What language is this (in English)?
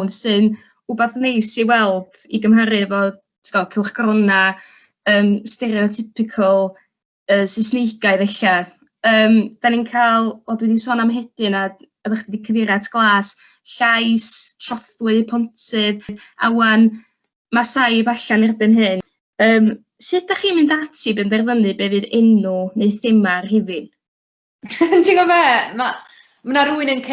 Welsh